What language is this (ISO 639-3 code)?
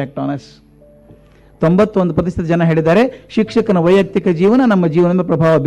kan